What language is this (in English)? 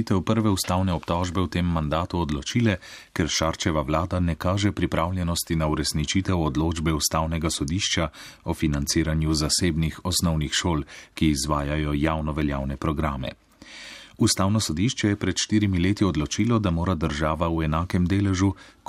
Slovenian